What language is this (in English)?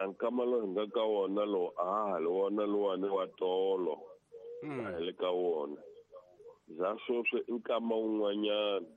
Tsonga